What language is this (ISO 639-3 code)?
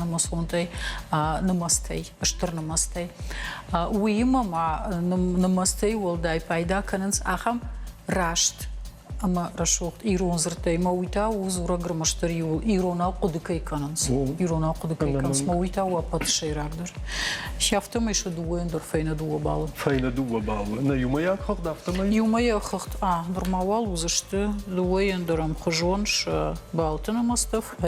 oss